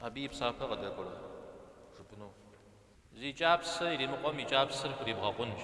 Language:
Kabardian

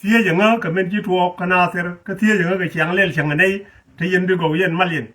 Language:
Nuer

